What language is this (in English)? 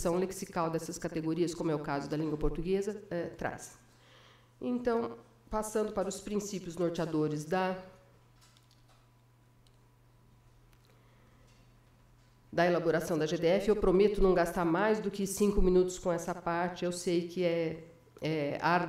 Portuguese